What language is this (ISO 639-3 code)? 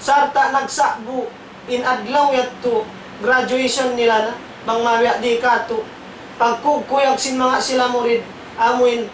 tsg